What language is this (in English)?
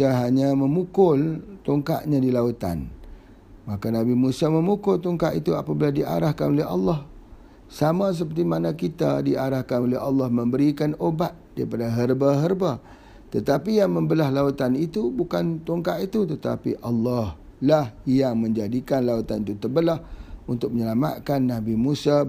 Malay